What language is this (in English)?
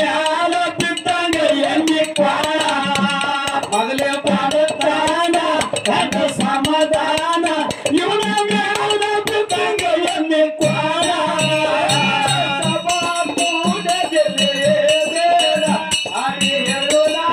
Kannada